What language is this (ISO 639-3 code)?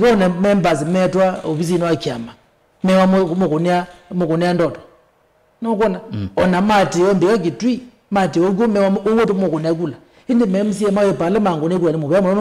kam